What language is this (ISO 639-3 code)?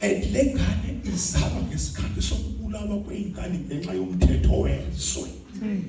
zul